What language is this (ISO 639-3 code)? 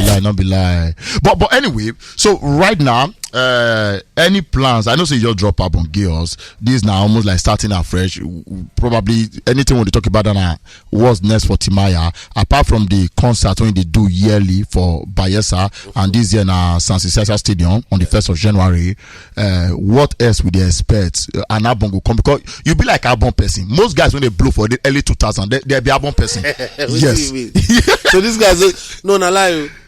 pcm